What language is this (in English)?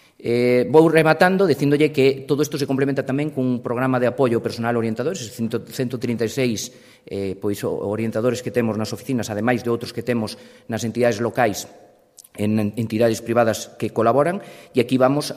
Galician